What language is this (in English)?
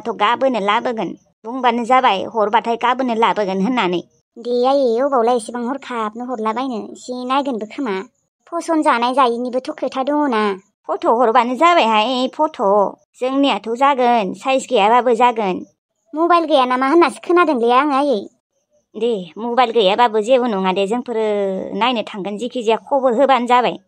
Bodo